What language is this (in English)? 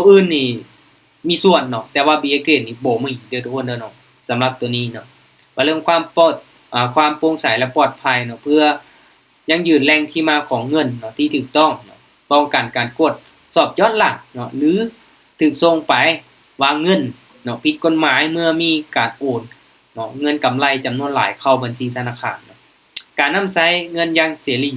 Lao